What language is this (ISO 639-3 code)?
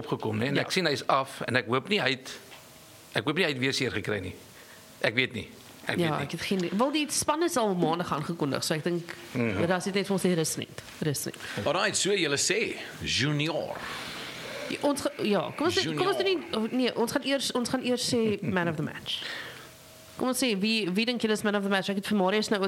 afr